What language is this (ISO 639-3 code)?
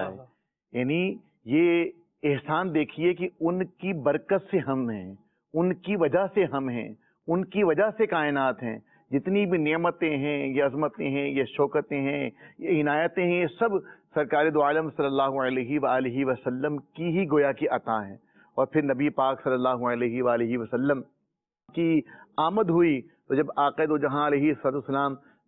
urd